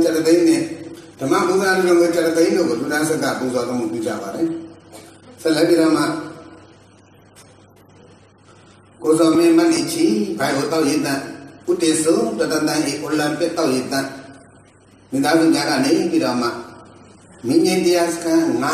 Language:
Burmese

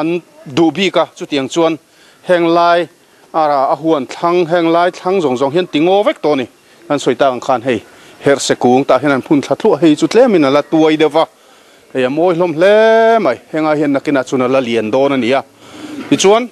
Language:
Mizo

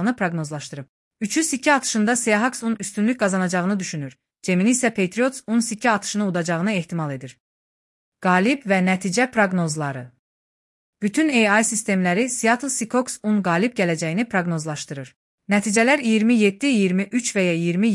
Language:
Azerbaijani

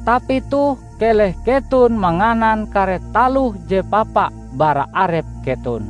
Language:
Ngaju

